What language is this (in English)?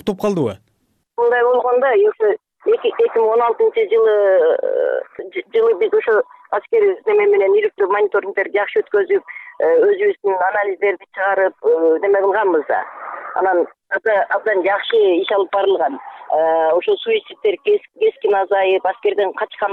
Kyrgyz